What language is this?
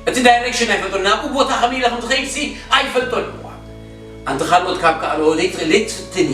Tigrinya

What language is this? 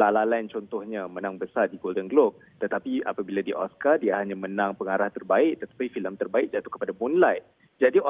Malay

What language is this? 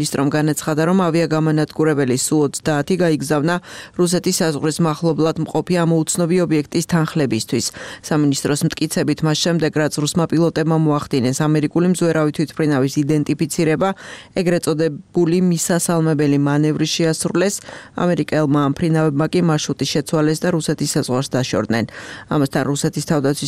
Georgian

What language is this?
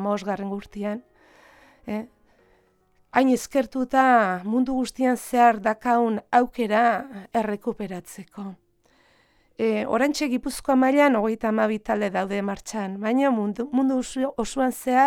Basque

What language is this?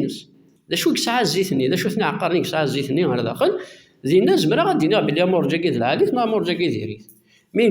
Kabyle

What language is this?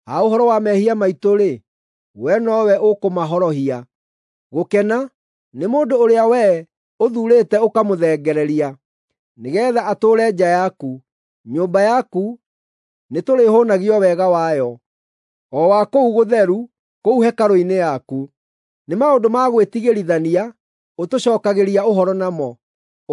Kikuyu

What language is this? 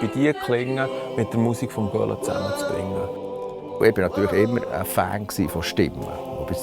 Swiss German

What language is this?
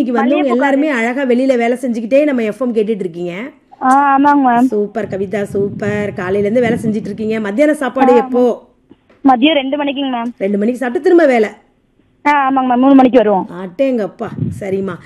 Tamil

